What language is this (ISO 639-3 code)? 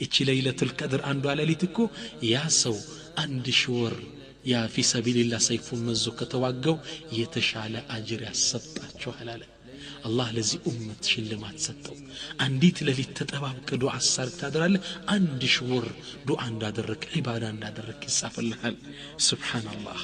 amh